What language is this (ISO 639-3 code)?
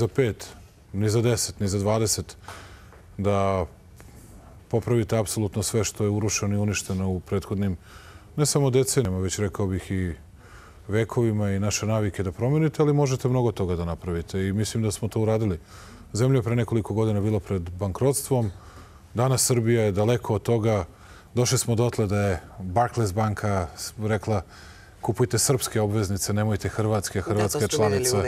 srp